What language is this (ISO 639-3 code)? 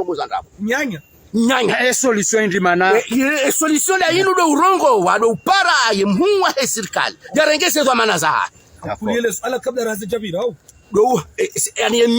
zdj